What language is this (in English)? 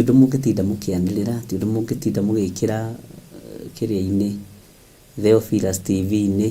Kikuyu